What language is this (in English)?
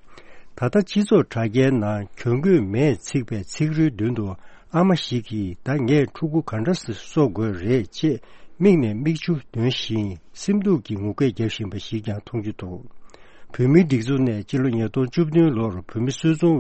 Tibetan